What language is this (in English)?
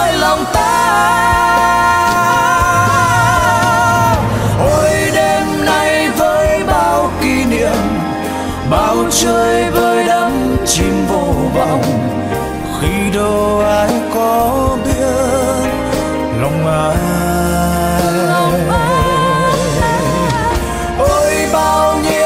Vietnamese